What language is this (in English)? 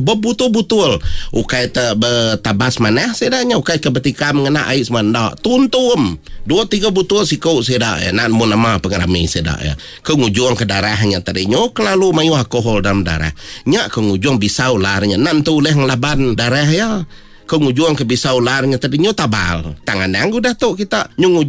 Iban